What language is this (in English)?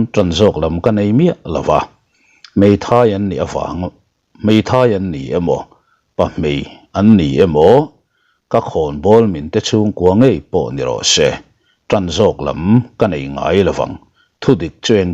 Mizo